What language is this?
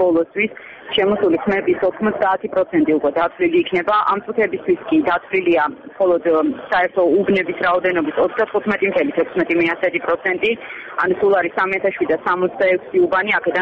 Georgian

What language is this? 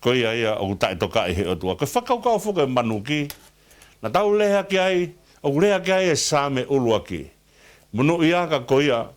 Tongan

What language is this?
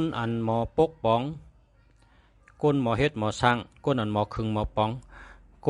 Shan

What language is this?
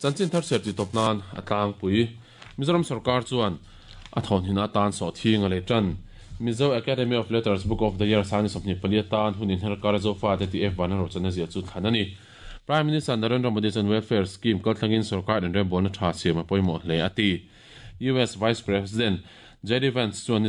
Mizo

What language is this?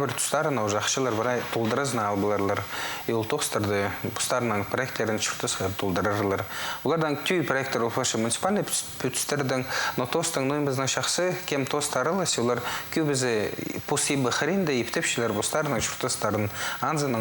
Khakas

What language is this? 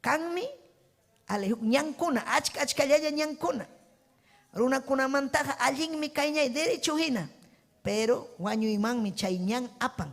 Ayacucho Quechua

